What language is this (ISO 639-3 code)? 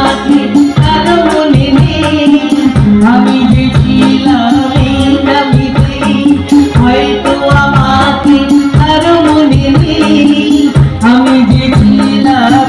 ben